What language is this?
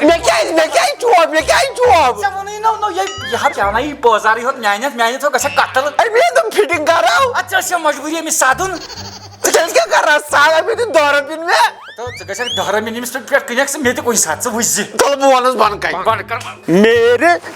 Kashmiri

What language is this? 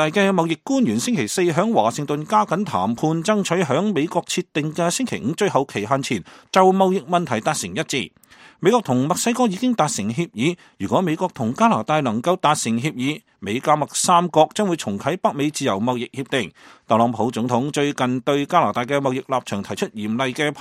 Cantonese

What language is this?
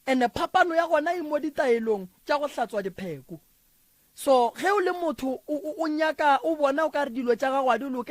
Northern Sotho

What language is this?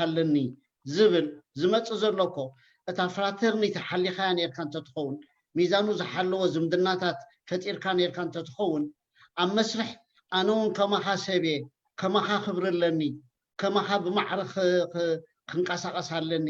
Tigrinya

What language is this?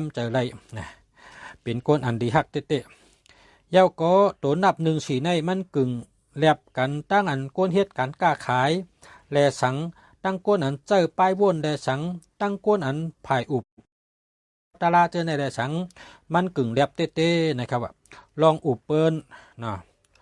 Shan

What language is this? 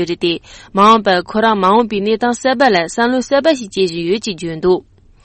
Tibetan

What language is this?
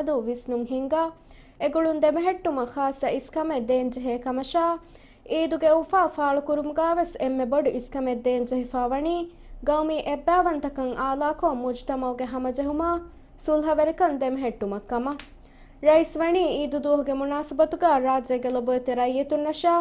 Divehi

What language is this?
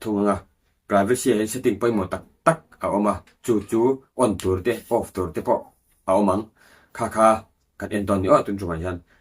Mizo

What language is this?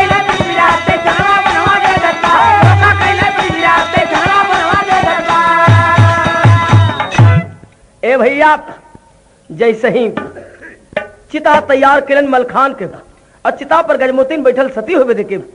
Bhojpuri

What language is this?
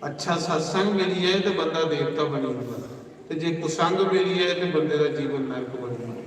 Dogri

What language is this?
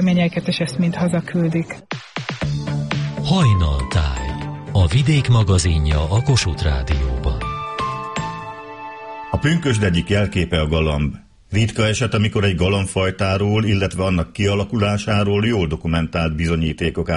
Hungarian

